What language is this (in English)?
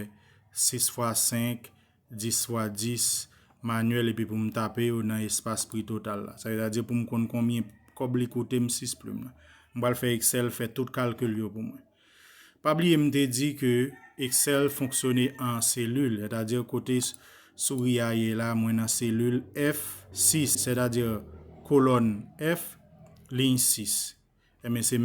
Haitian Creole